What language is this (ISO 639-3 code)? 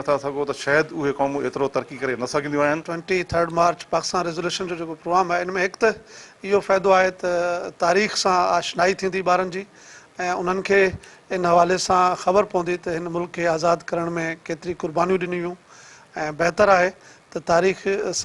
snd